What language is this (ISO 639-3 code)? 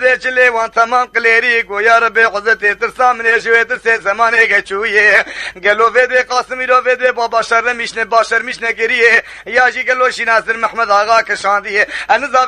kur